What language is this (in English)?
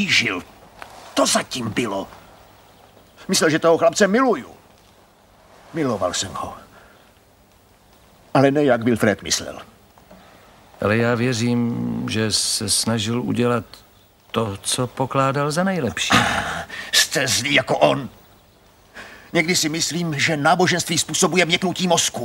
Czech